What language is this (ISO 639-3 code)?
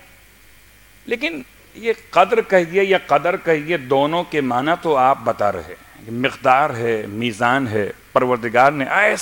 urd